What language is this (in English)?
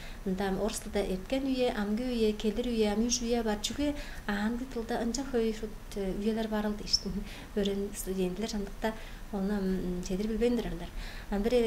Tuvinian